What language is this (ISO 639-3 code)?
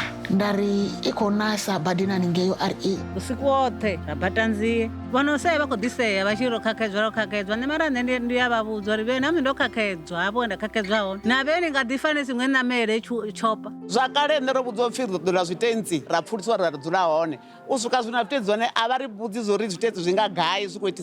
ven